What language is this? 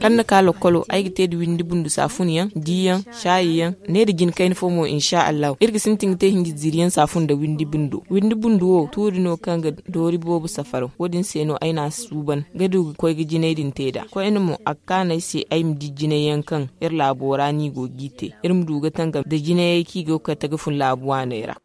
Zarma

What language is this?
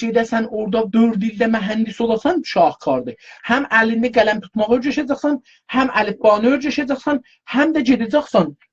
South Azerbaijani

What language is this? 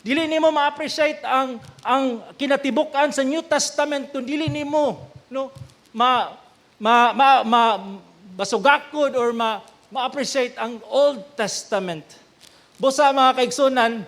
Cebuano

